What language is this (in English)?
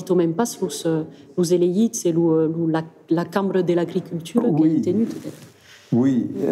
Occitan